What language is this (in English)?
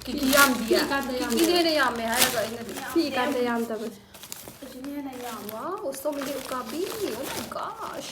Manipuri